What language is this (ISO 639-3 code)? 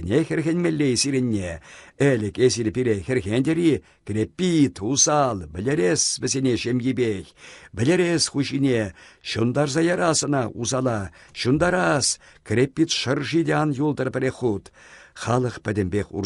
chv